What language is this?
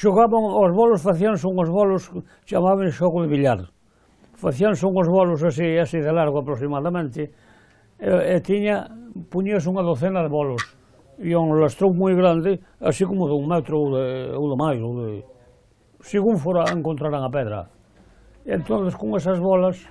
Galician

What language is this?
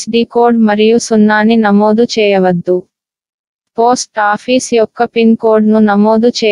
Telugu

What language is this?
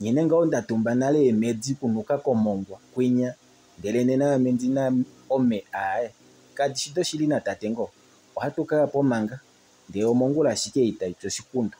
Kuanyama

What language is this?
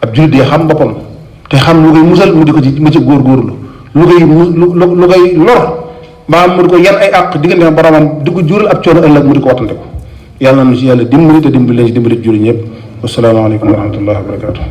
Wolof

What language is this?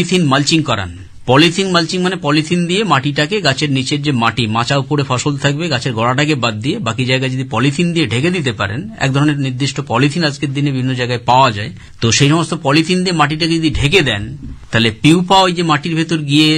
Bangla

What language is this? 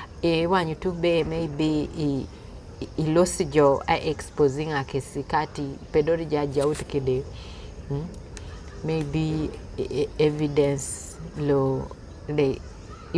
Teso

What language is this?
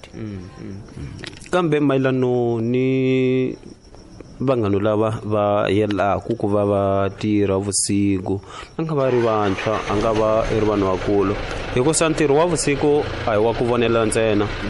Tsonga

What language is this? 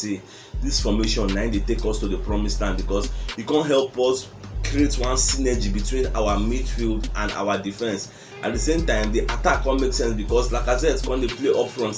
Nigerian Pidgin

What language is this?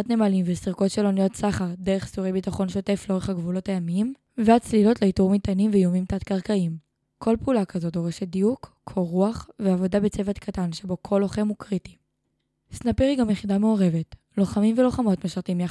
Hebrew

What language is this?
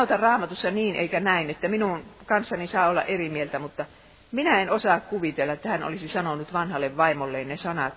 Finnish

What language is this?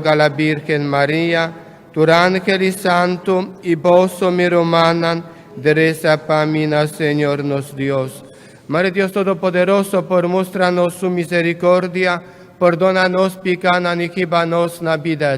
Papiamento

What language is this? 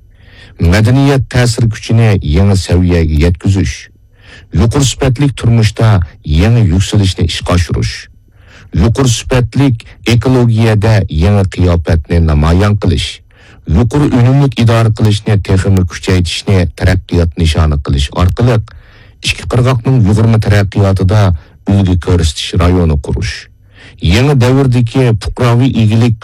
Uyghur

